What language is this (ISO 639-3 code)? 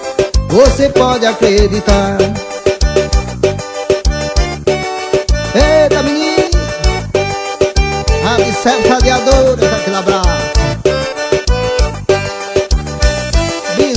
por